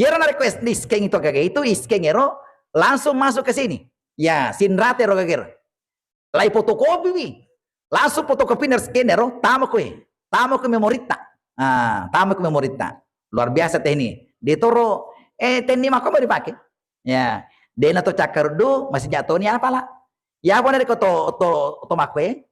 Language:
Buginese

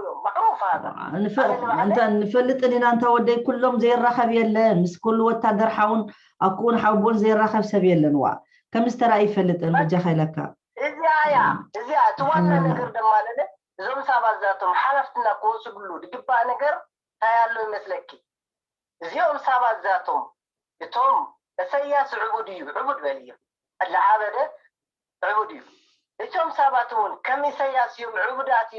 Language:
Tigrinya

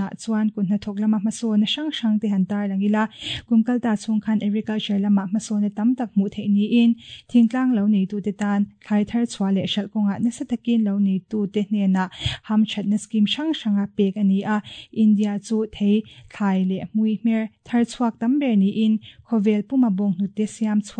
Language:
Mizo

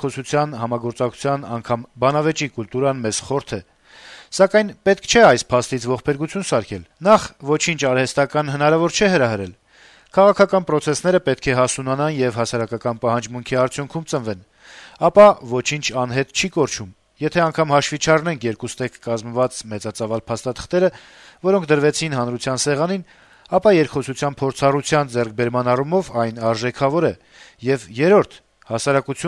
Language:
Armenian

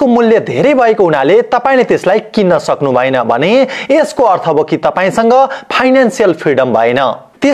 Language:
Nepali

